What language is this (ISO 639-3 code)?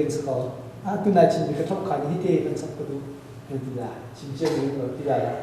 cnh